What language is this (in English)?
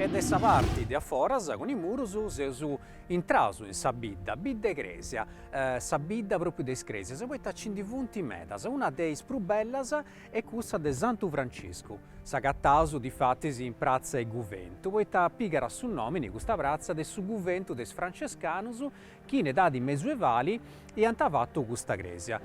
Sardinian